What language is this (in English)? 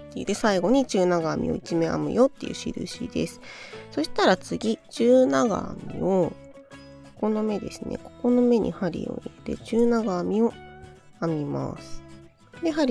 Japanese